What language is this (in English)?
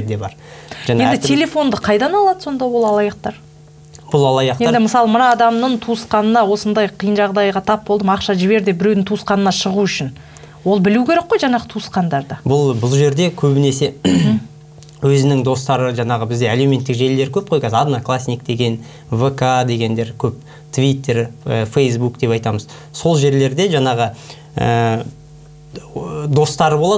Kazakh